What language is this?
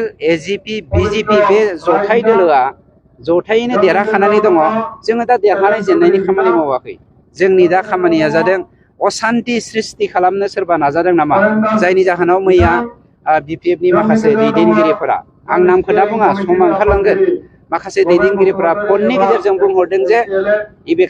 Bodo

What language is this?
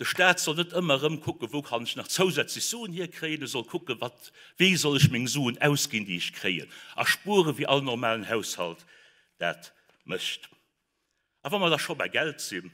Luxembourgish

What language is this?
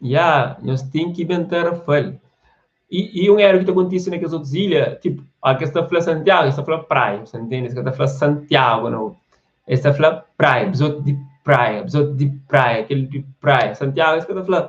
Kabuverdianu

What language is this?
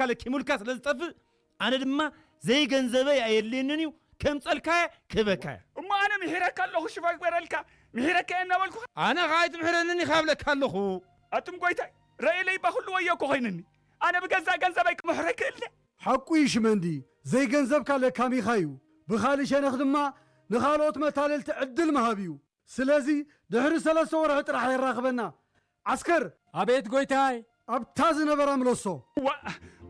Tigrinya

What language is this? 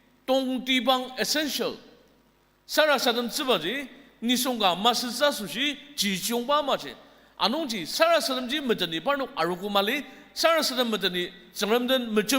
Ao Naga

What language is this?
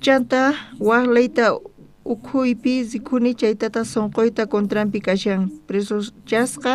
South Bolivian Quechua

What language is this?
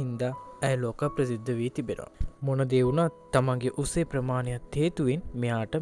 Sinhala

